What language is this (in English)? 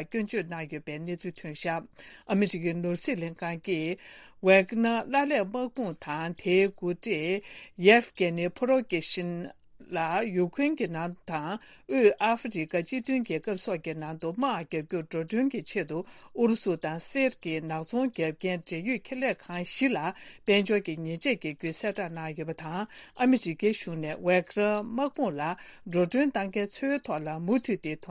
Tibetan